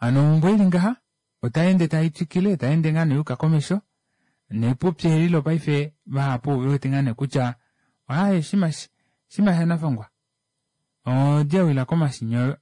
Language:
Kuanyama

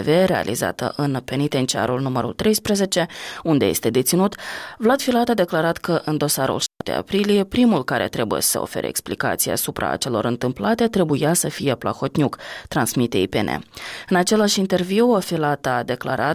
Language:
Romanian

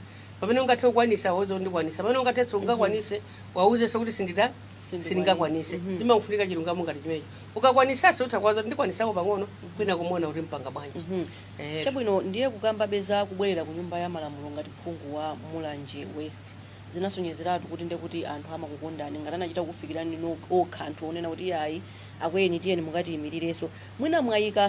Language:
Nyanja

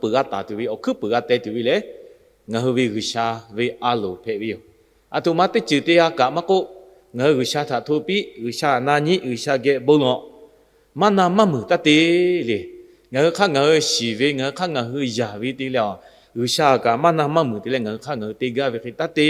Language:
Lahu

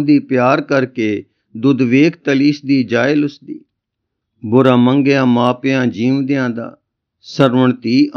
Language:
Punjabi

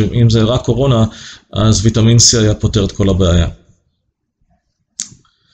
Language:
Hebrew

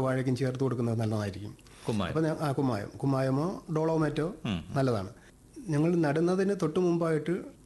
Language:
Malayalam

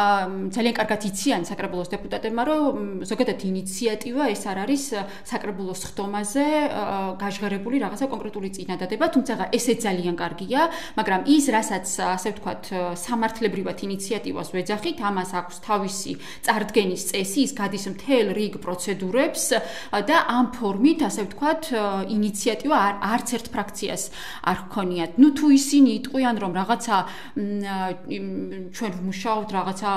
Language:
Georgian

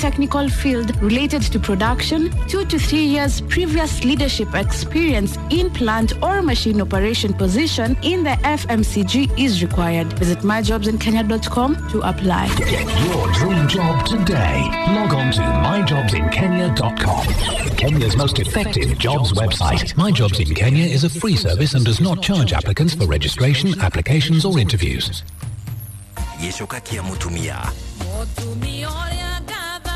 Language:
Kikuyu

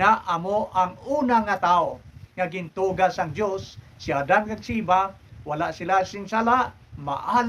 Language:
Hiligaynon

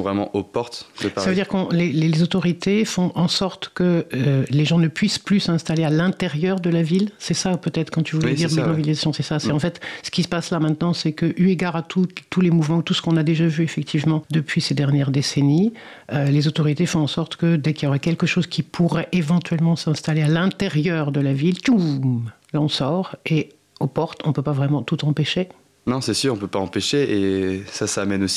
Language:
French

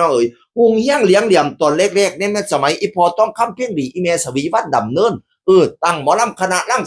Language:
Northeastern Thai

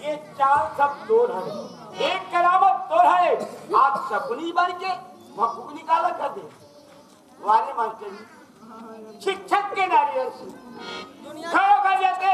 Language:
Chhattisgarhi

